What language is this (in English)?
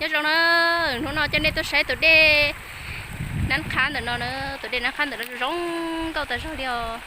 Hmong